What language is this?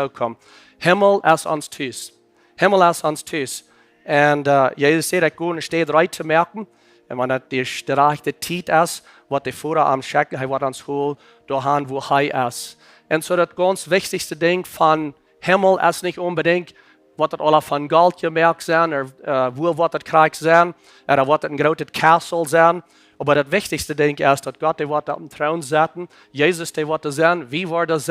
Plautdietsch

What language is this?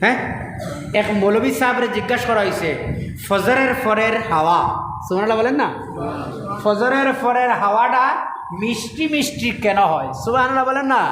Sylheti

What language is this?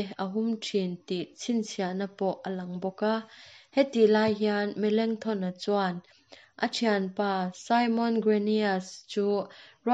Mizo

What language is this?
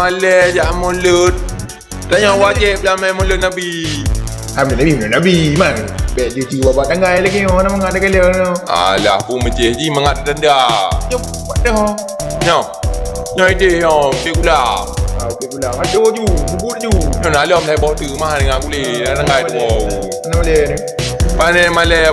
Achinese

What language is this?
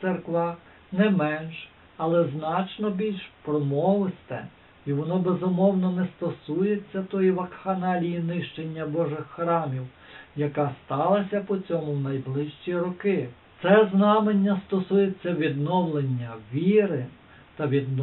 Ukrainian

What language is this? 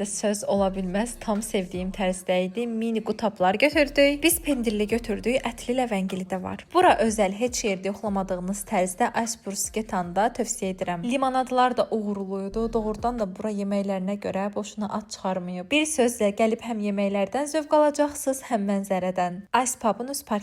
Azerbaijani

